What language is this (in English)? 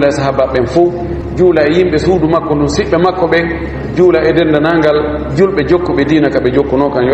Fula